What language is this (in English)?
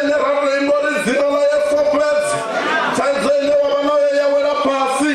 Venda